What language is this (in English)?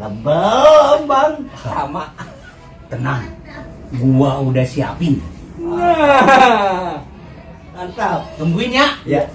Betawi